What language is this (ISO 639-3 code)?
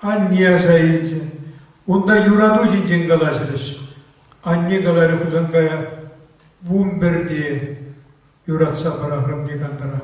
chv